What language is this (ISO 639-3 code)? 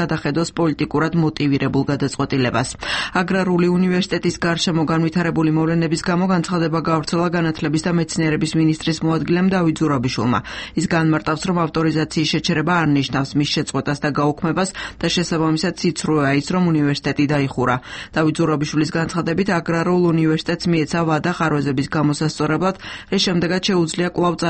kat